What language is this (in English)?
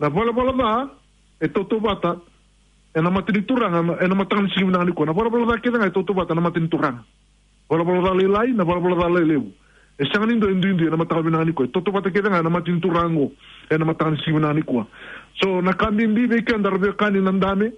Fijian